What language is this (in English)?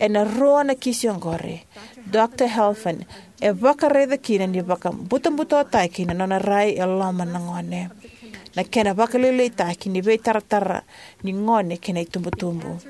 Fijian